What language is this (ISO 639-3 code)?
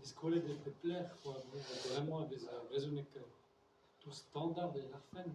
bre